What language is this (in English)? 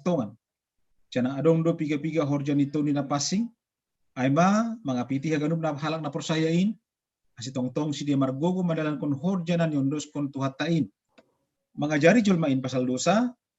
Batak Simalungun